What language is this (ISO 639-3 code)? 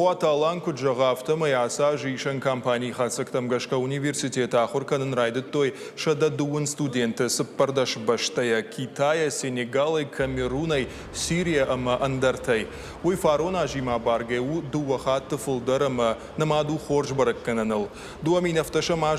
oss